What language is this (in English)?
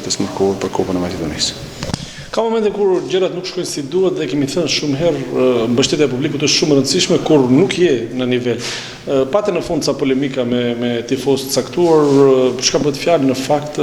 Albanian